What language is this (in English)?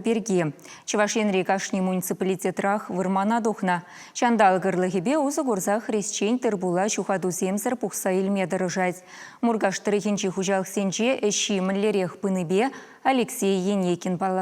Chuvash